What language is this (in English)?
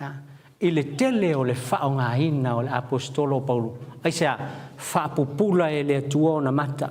Samoan